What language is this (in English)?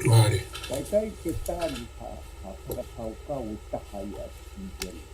Tongan